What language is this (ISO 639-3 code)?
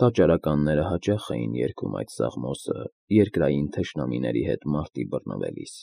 hye